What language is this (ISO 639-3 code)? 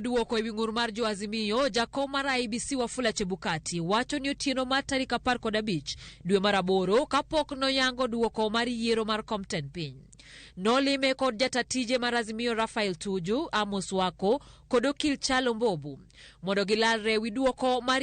luo